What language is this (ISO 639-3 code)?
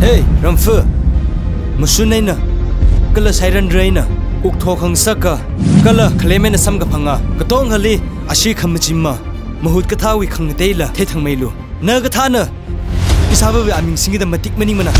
nmf